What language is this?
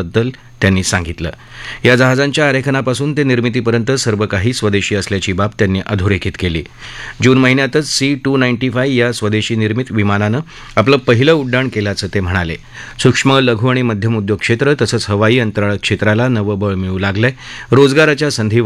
Marathi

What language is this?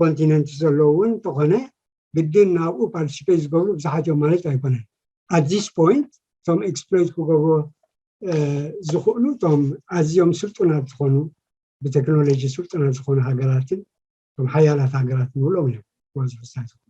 Tigrinya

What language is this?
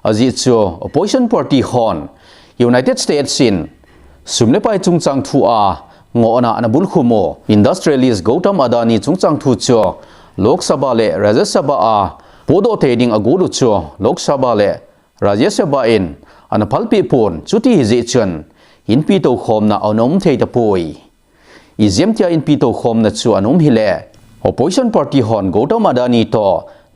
Thado Chin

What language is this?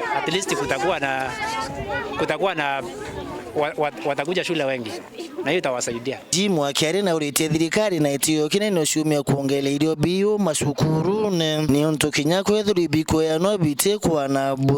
Meru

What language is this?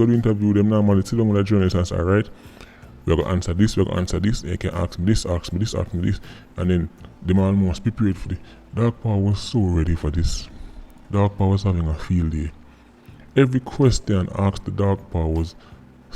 Jamaican Creole English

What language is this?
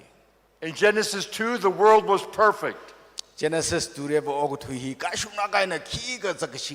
Tangkhul Naga (India)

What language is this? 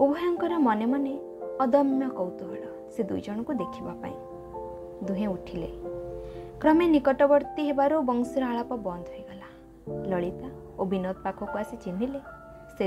Odia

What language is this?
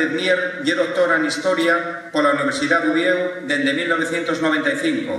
Asturian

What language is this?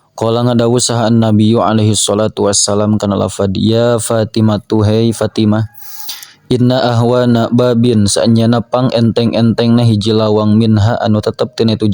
Sundanese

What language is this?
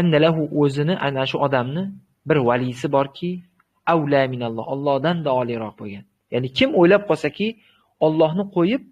Uzbek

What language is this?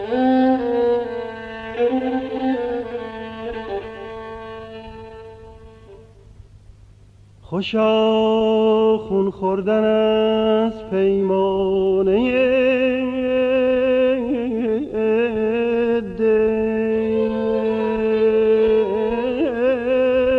Persian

